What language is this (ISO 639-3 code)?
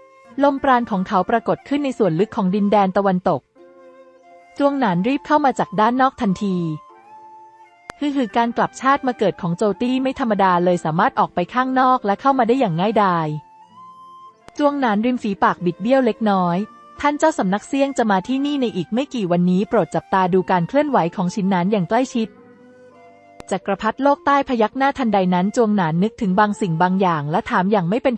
tha